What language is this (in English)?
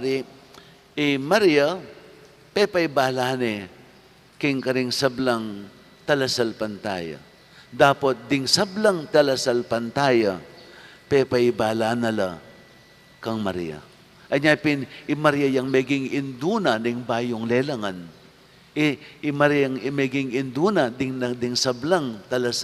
Pampanga